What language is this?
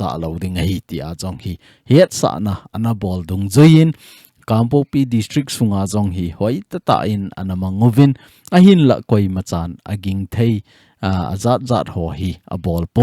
Thado Chin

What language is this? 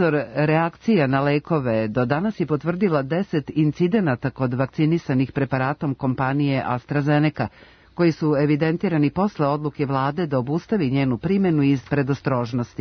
Serbian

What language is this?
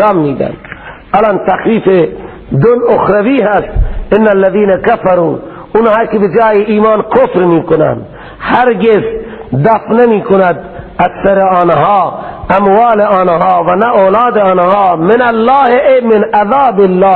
Persian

